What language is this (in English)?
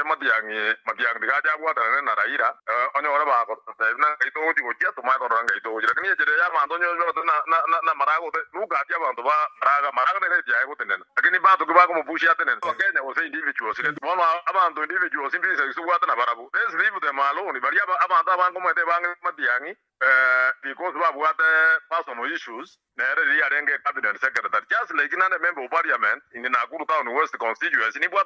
Gusii